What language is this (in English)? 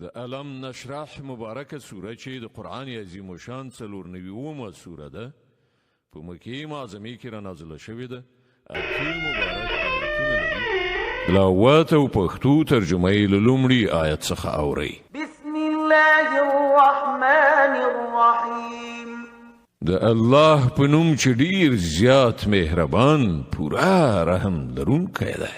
Pashto